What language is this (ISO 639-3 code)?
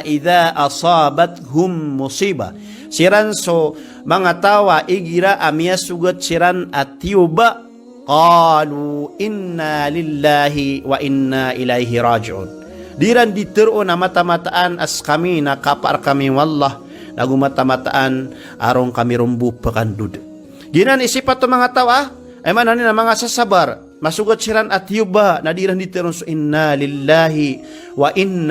mrw